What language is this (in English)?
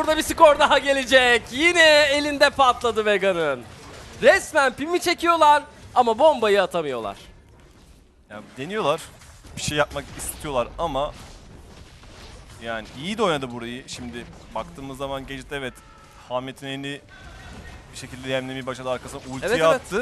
Turkish